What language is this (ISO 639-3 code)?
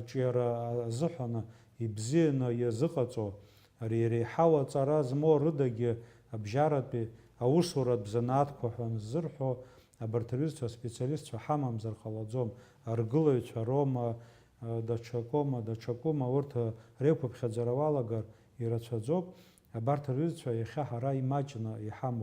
abk